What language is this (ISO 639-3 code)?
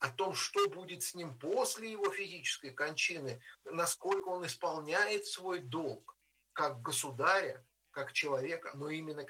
rus